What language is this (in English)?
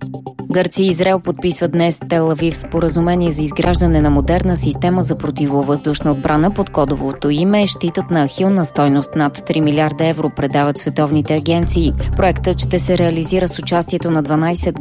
Bulgarian